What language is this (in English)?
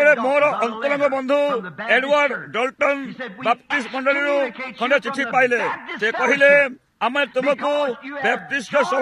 Odia